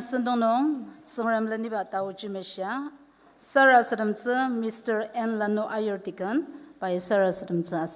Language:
Ao Naga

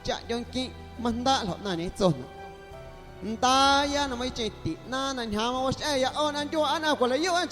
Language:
Guerrero Amuzgo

